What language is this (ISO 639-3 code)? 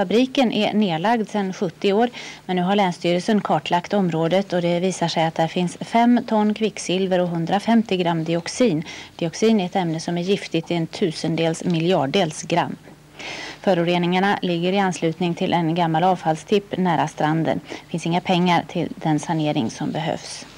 swe